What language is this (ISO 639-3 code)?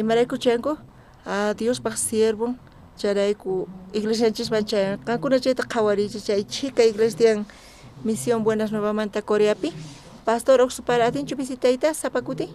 quh